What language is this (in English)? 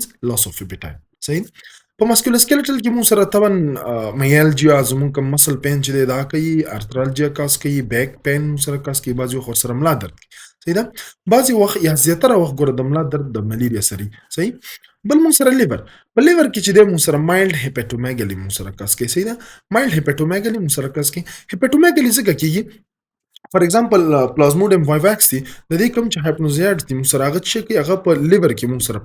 Pashto